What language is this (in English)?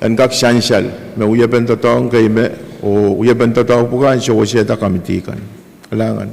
Pohnpeian